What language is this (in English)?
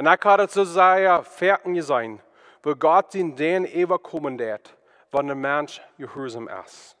Plautdietsch